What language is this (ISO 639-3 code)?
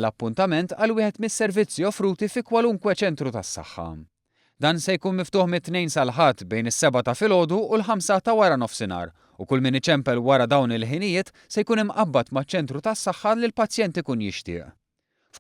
mlt